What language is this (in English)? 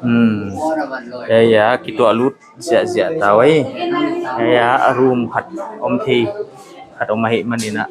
Paite Chin